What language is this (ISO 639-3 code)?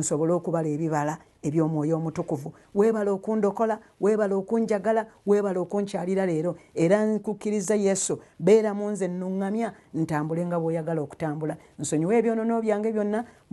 lug